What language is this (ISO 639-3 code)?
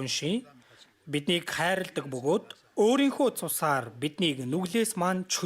mon